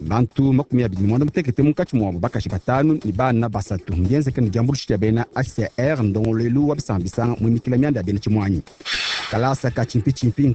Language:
Luba-Lulua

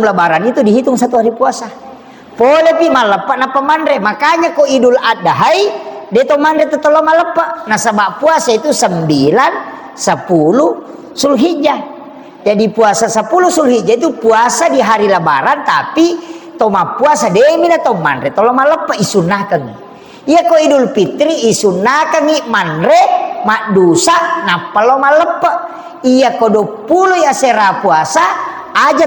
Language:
Buginese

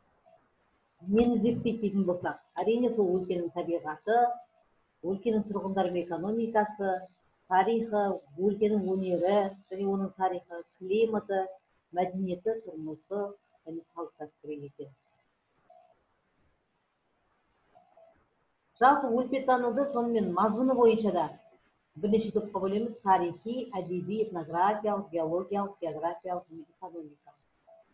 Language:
Kazakh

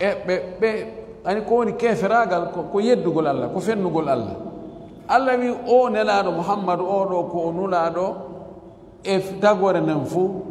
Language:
Fula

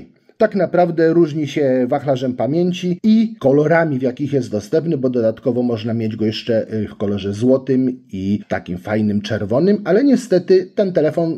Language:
Polish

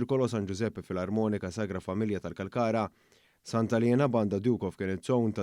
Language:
Maltese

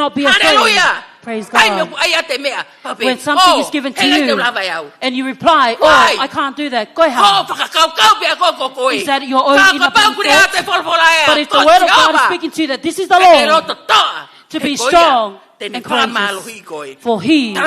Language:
Tongan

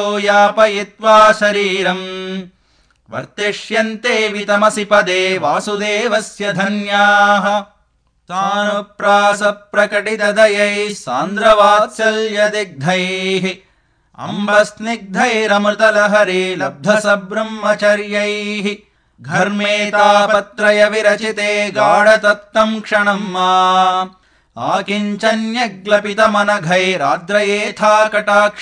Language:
Sanskrit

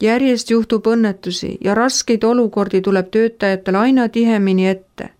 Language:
Estonian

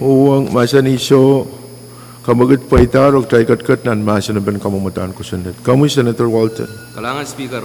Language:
Pohnpeian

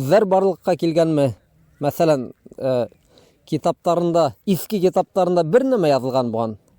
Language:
Bashkir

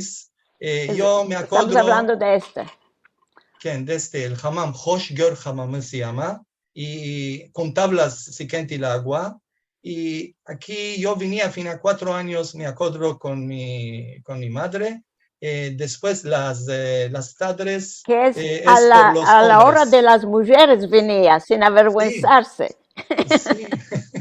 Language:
Ladino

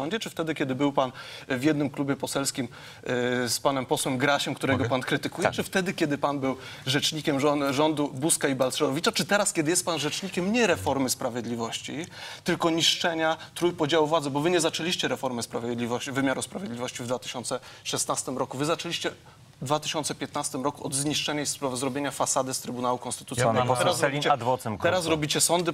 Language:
Polish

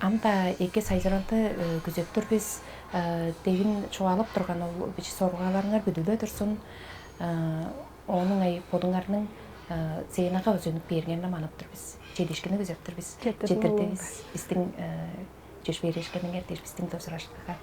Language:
Tuvinian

